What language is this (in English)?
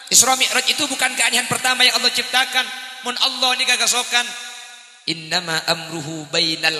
Madurese